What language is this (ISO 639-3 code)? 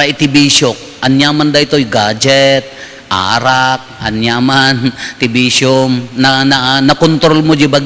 ilo